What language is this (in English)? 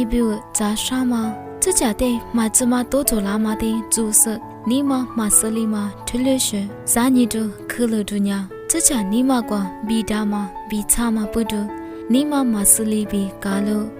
Lisu